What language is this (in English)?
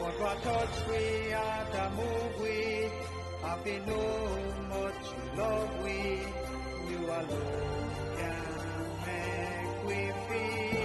Jamaican Creole English